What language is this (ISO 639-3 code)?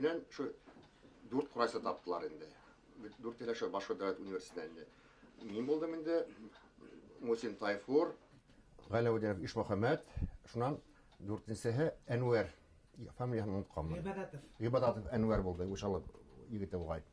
bak